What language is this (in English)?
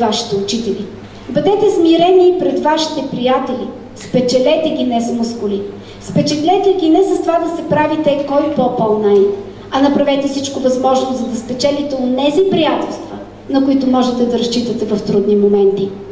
Bulgarian